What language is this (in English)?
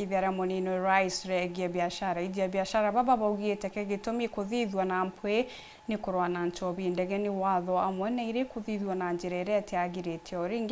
Meru